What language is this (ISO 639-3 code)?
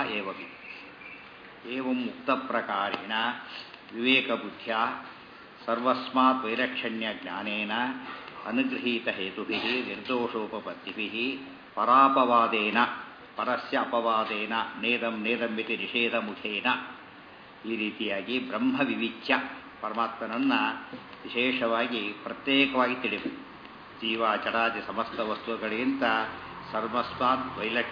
kan